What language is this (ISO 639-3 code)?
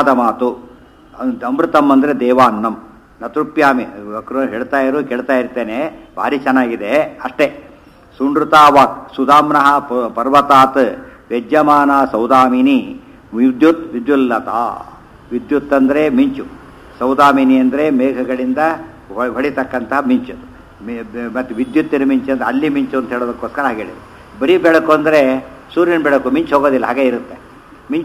kan